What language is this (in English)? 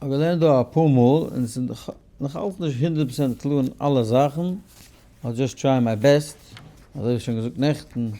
Yiddish